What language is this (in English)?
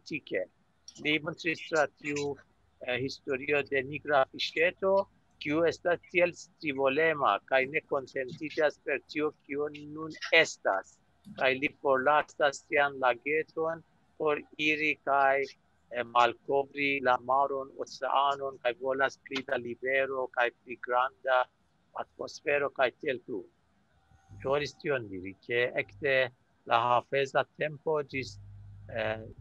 Esperanto